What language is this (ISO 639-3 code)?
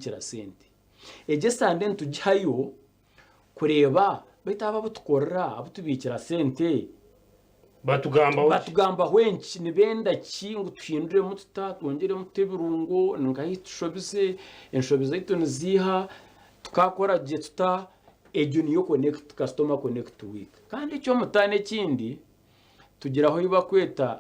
nyn